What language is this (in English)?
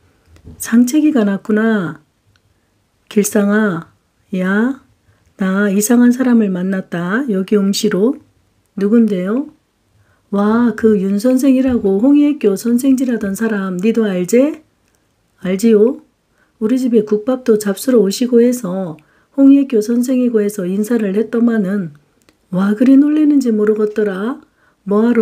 Korean